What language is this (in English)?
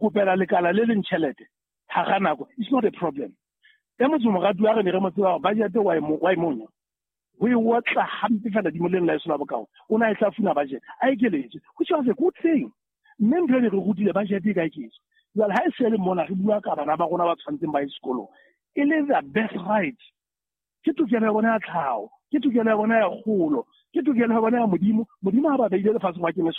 Southern Sotho